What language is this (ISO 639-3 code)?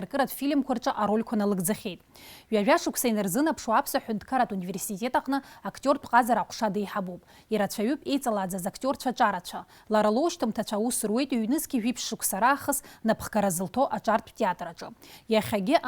abk